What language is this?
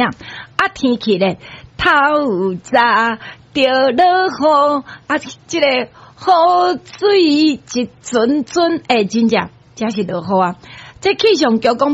Min Nan Chinese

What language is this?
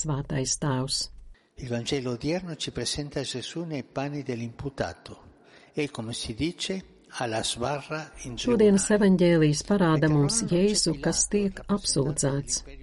Latvian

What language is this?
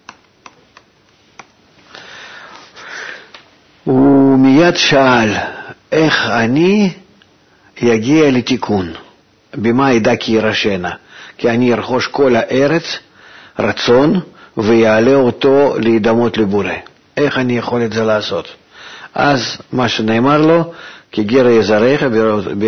Hebrew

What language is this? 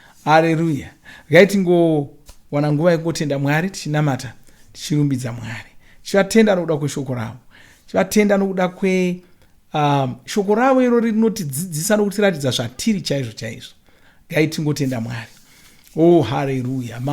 Shona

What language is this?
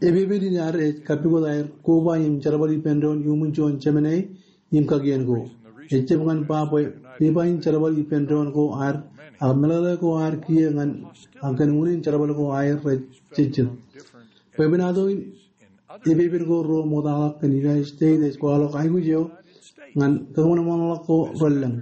Marshallese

